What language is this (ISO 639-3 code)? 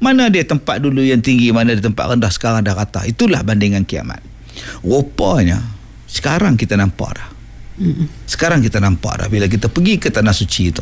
msa